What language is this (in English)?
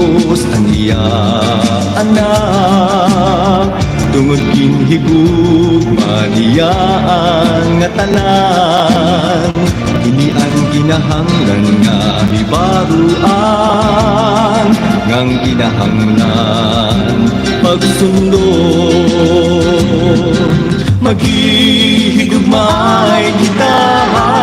Waray